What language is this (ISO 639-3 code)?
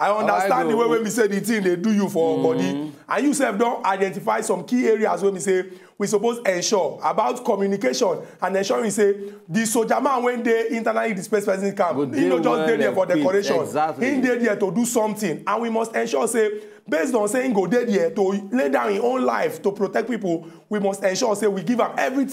pcm